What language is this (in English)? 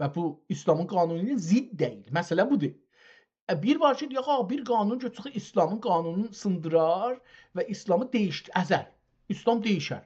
South Azerbaijani